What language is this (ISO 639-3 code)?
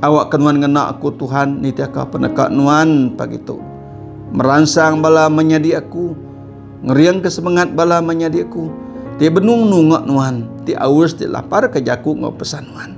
iba